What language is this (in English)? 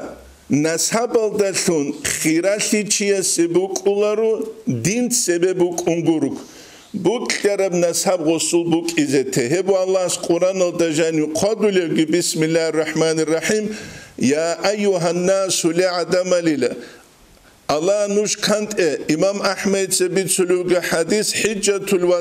Avaric